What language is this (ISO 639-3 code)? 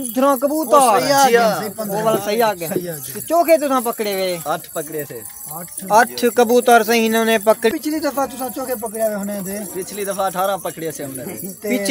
skr